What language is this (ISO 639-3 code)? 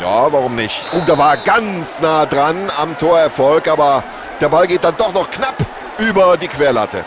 bar